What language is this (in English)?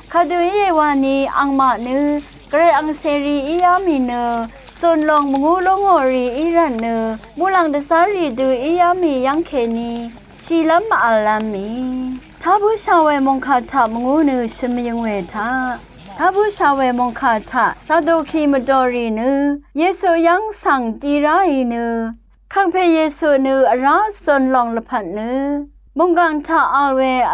Rawang